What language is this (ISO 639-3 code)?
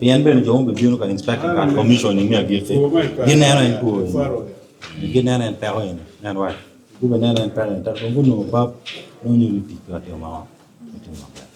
ach